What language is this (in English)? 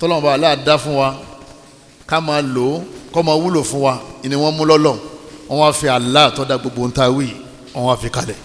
Yoruba